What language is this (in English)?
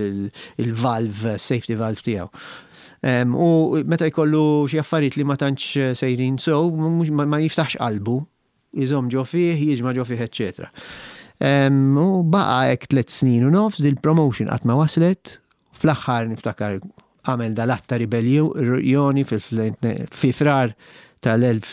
Maltese